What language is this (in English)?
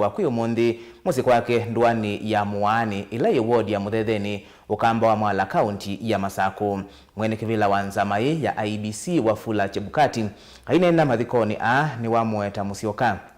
Kamba